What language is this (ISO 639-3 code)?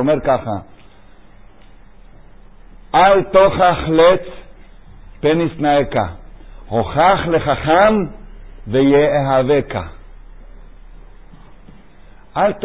heb